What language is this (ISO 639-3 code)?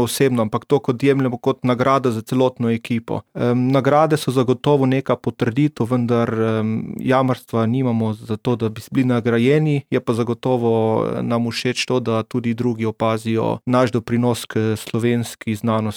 slv